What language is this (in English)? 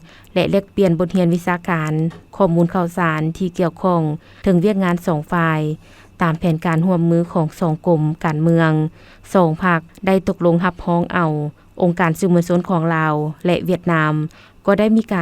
Lao